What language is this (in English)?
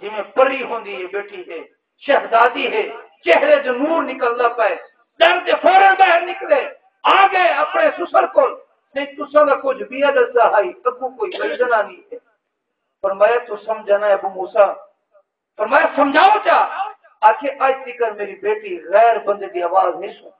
Saraiki